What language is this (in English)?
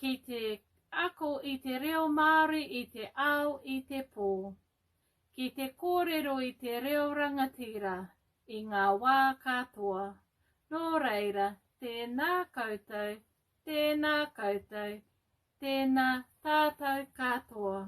Māori